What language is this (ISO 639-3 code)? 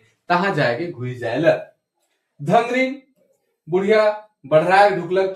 sck